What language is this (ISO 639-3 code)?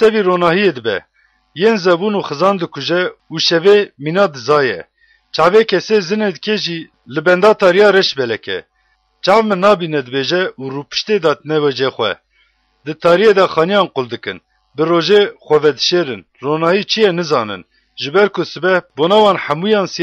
kur